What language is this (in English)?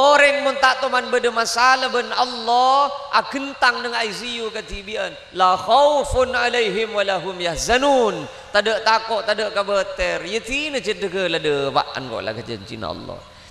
Madurese